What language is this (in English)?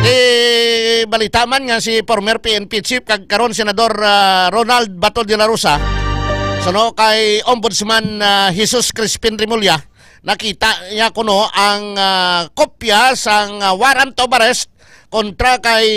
Hiligaynon